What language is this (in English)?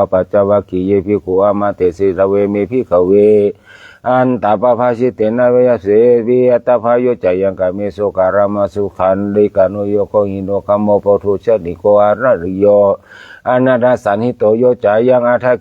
Pali